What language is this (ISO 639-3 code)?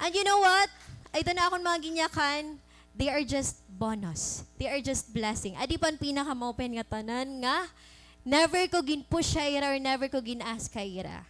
war